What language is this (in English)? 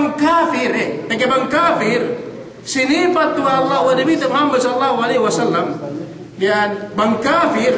Yakan